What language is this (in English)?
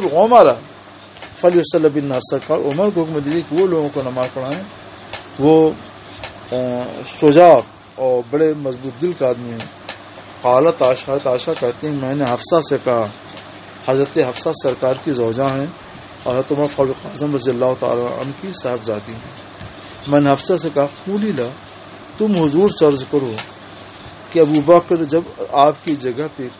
Urdu